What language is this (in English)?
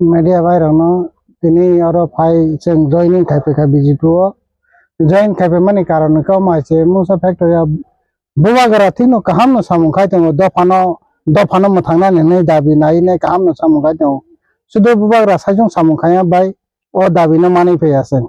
Kok Borok